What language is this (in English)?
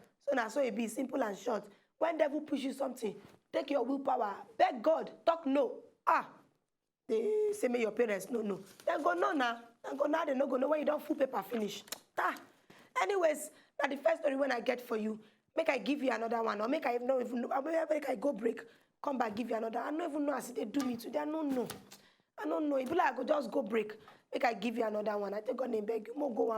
Nigerian Pidgin